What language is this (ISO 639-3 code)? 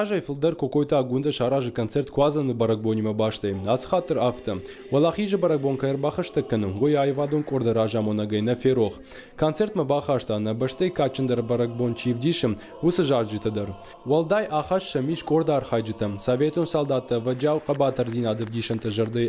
oss